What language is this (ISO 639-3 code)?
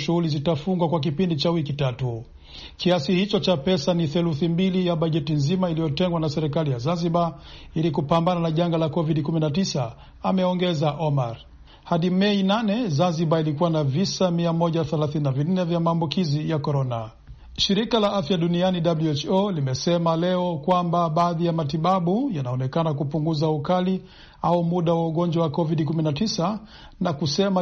swa